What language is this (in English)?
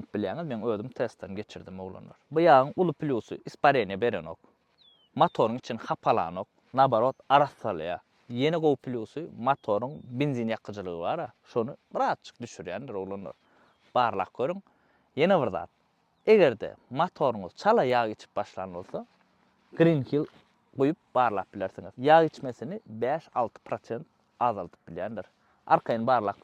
Turkmen